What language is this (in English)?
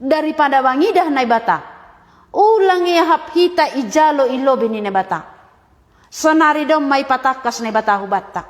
Batak Simalungun